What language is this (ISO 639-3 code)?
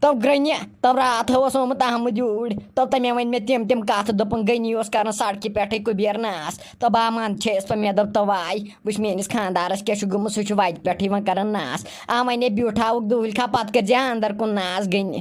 kas